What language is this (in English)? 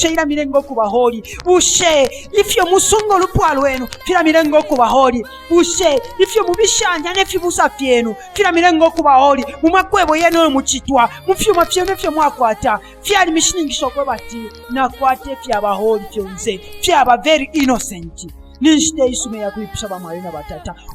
Bemba